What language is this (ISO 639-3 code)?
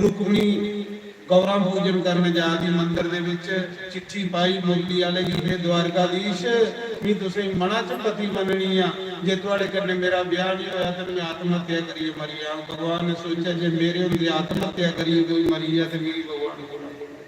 doi